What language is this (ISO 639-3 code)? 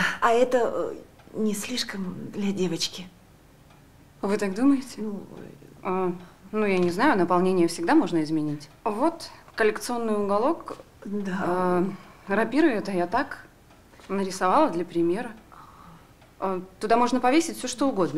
rus